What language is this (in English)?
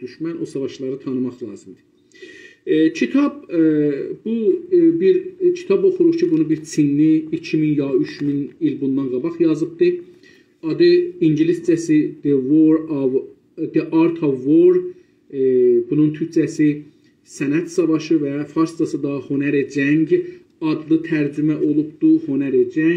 South Azerbaijani